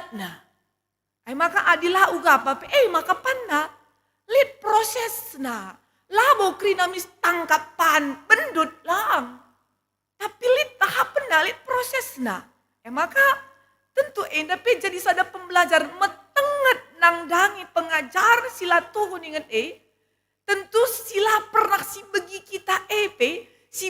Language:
Batak Karo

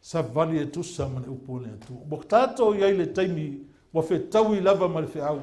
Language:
Samoan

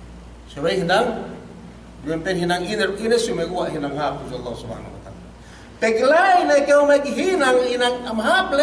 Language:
Yakan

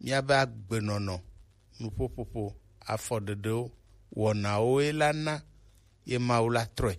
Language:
Gen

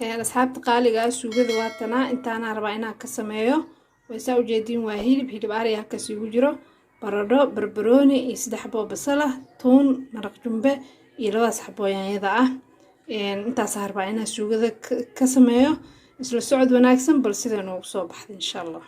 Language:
Somali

